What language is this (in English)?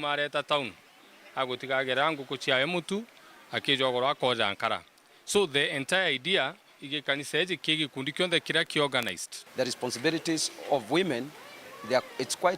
Meru